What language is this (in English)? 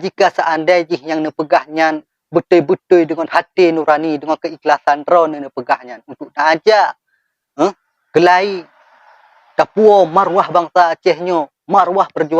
Achinese